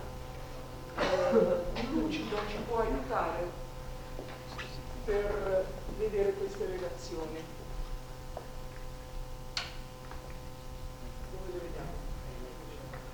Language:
Italian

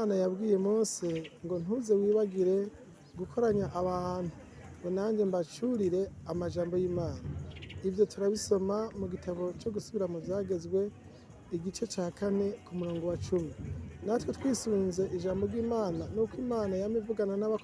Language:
Rundi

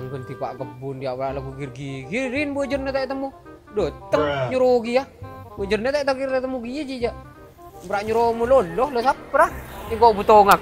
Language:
Madurese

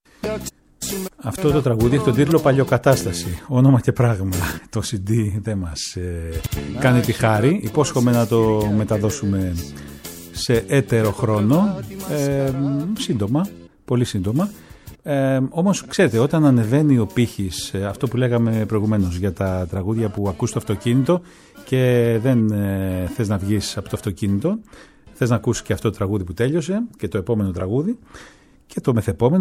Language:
Greek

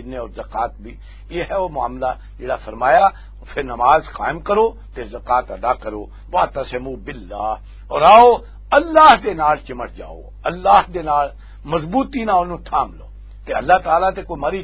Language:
Western Panjabi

